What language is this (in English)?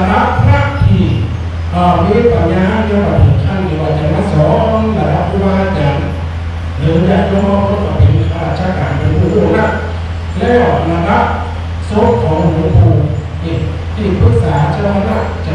Thai